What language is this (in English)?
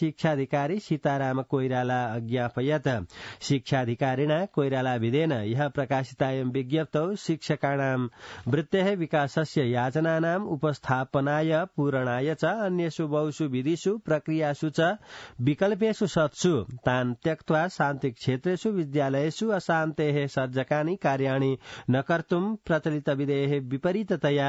Sanskrit